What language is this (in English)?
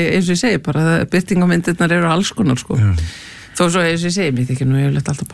Icelandic